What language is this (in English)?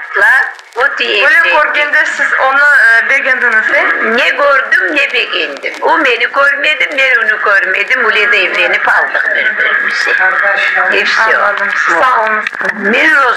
Crimean Tatar